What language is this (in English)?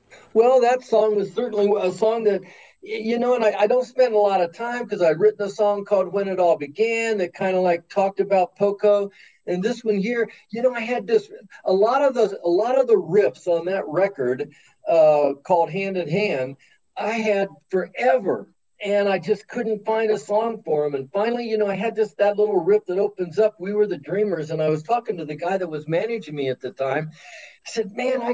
English